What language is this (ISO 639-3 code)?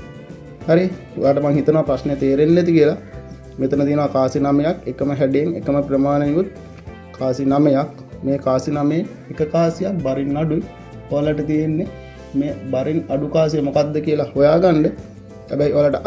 sin